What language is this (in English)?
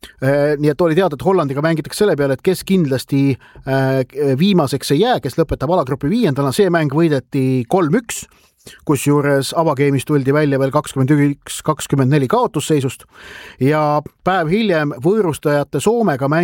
Estonian